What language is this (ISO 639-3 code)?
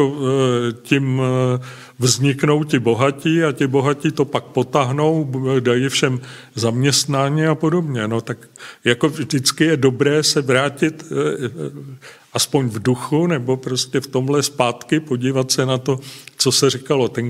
ces